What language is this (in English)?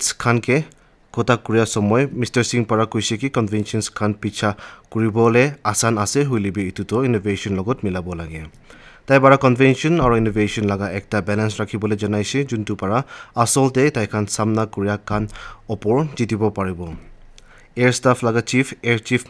Naga Pidgin